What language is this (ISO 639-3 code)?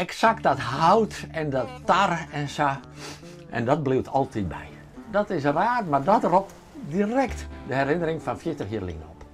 fry